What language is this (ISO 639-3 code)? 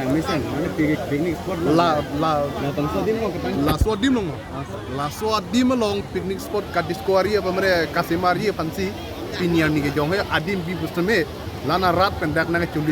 mjw